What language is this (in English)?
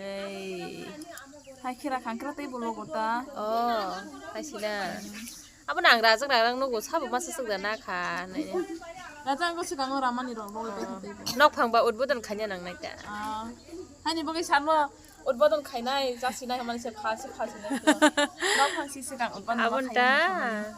Kok Borok